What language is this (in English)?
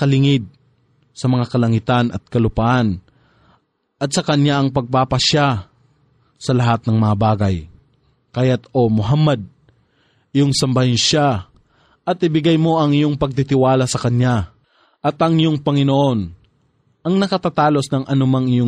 Filipino